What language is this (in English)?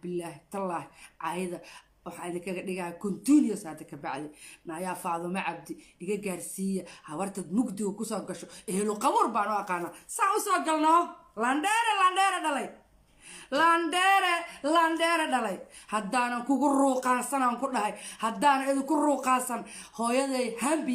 Somali